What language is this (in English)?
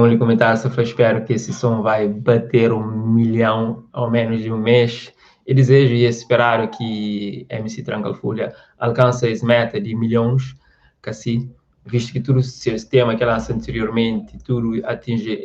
Kabuverdianu